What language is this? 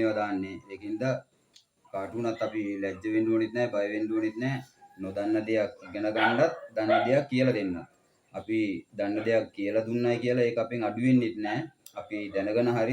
Sinhala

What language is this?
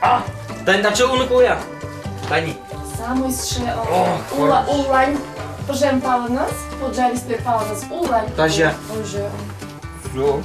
Udmurt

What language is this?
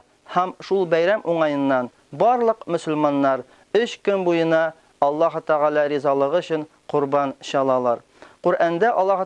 Tatar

